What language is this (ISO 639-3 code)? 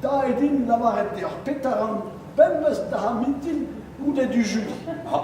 bre